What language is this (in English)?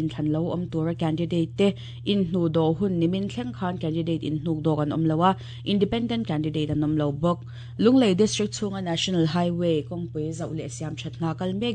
Mizo